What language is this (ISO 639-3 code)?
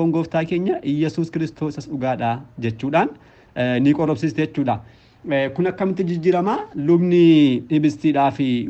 orm